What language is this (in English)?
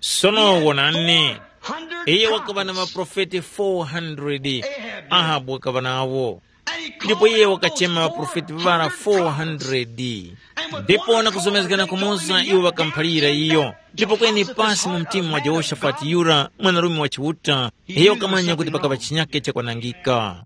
Tumbuka